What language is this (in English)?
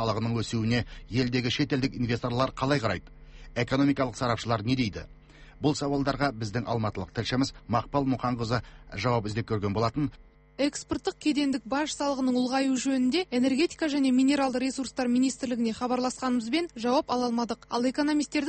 Kazakh